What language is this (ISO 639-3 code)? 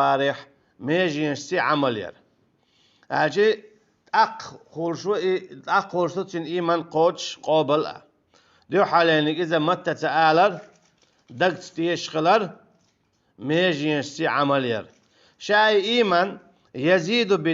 che